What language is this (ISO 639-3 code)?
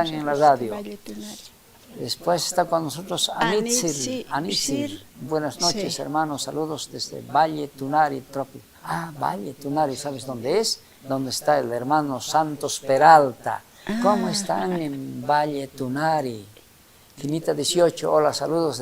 quh